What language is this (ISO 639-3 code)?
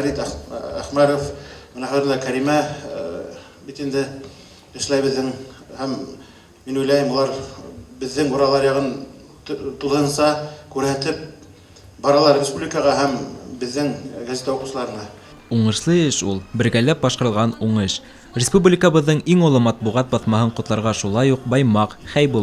bak